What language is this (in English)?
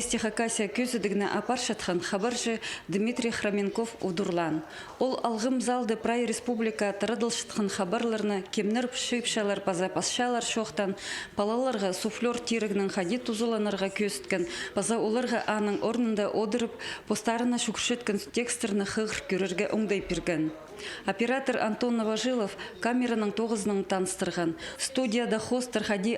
Khakas